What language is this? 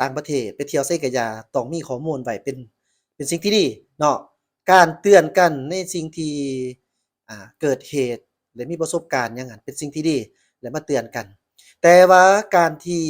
Lao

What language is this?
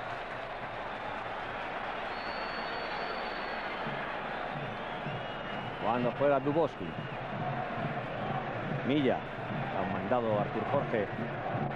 Spanish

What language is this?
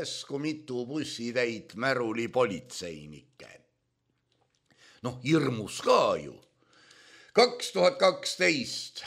Estonian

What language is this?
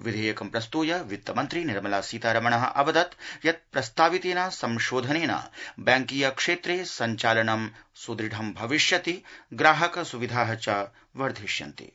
Sanskrit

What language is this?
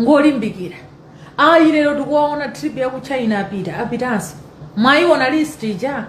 Nyanja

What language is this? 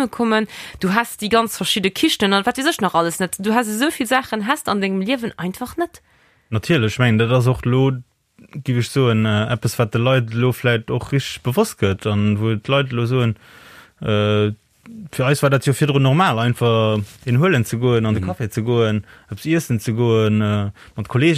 Luxembourgish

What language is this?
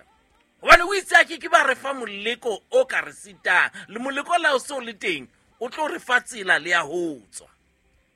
Southern Sotho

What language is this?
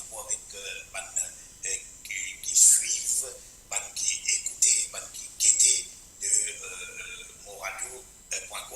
Morisyen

